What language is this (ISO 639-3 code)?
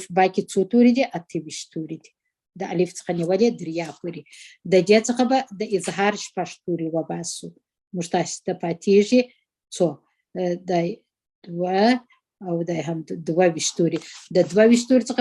pus